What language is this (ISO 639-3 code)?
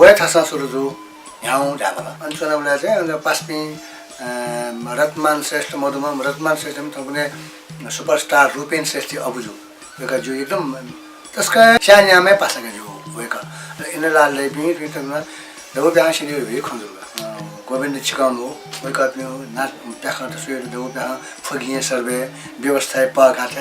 new